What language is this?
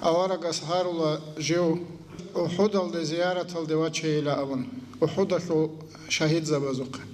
Avaric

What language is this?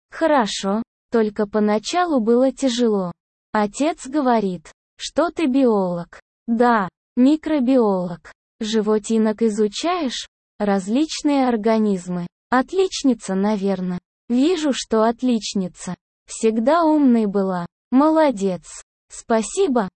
Russian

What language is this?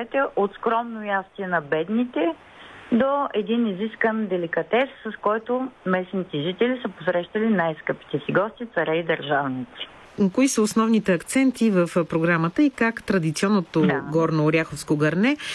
Bulgarian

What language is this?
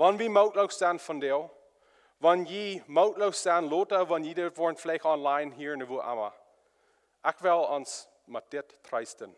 Plautdietsch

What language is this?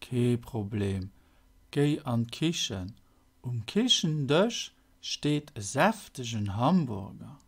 Luxembourgish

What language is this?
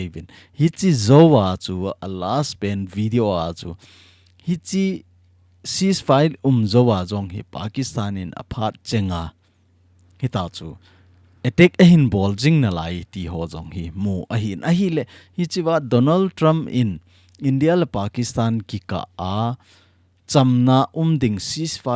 Thado Chin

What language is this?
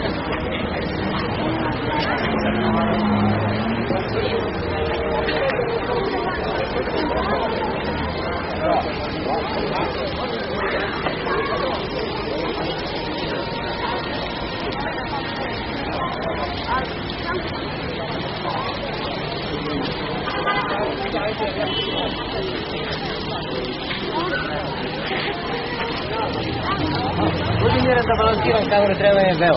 Serbian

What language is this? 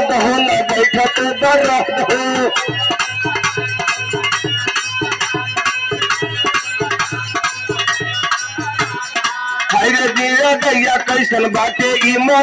Bhojpuri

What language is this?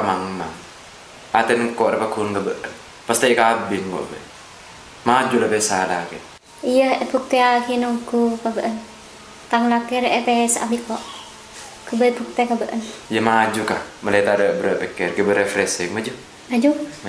Madurese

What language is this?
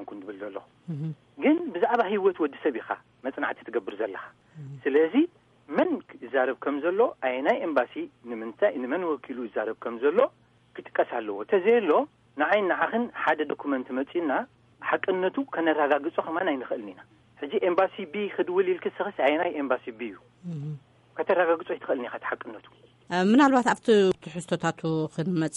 Tigrinya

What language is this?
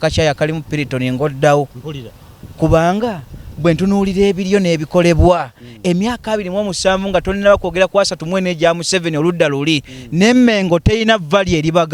Ganda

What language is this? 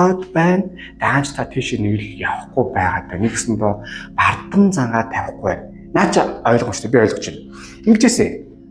Mongolian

